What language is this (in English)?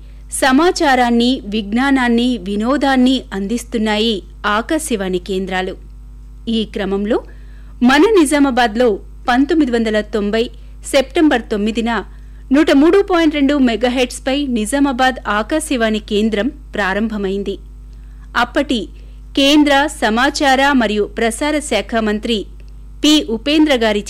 Telugu